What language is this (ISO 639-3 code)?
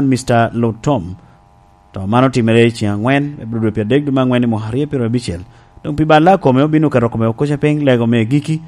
laj